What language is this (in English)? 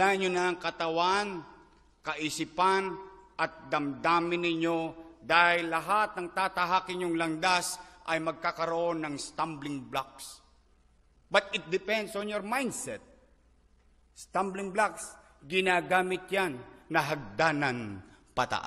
Filipino